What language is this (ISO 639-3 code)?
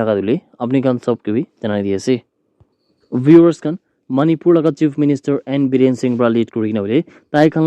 nag